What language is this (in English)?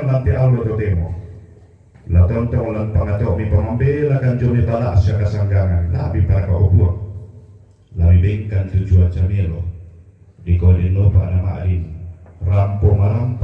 Toraja-Sa'dan